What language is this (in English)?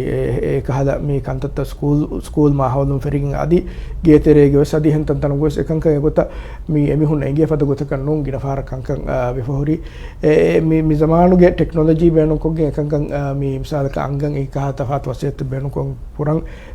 Divehi